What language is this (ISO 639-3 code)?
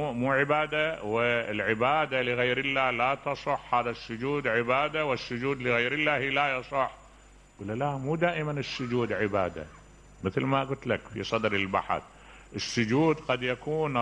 acm